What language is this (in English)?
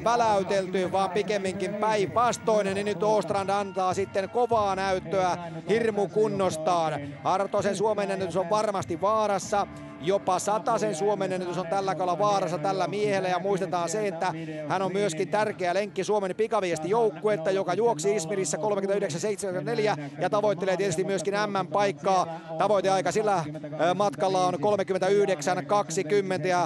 Finnish